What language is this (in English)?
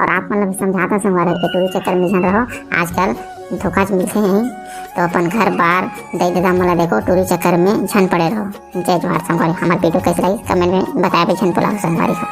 Chhattisgarhi